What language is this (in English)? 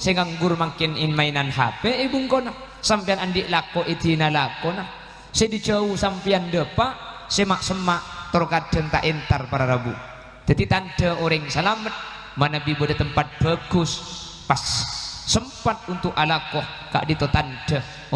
Madurese